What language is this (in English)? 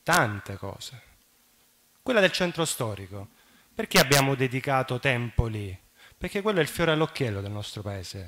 Italian